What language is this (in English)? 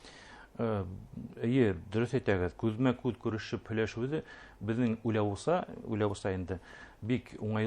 Bashkir